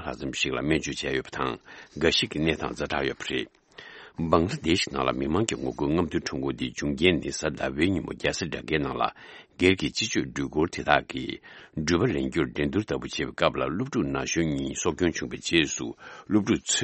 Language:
Tibetan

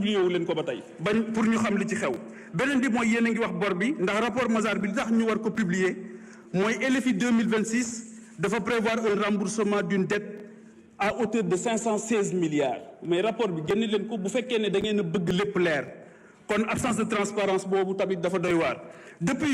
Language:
Wolof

